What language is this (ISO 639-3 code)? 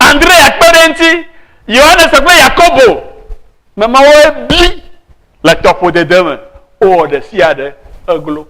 ewe